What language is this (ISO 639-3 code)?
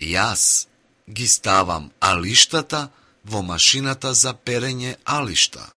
mkd